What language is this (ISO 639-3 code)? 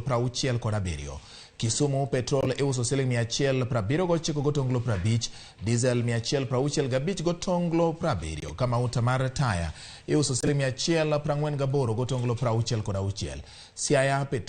luo